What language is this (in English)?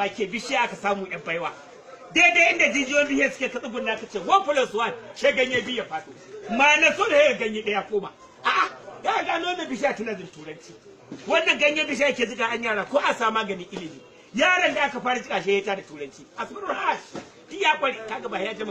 Hausa